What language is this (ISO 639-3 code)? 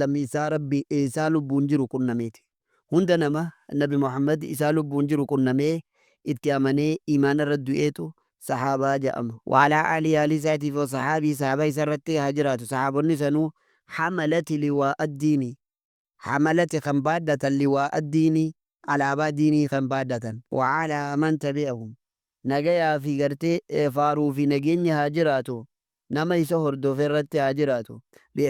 orm